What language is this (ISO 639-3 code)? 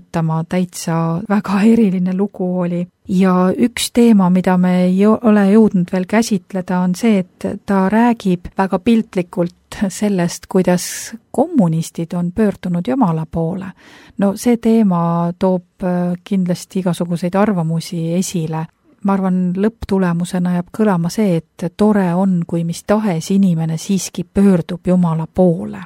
est